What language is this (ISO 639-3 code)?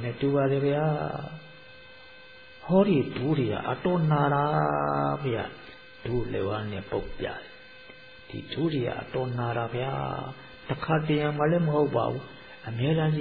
mya